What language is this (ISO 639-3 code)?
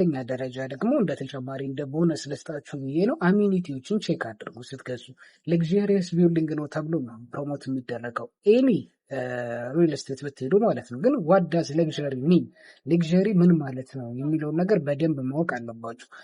amh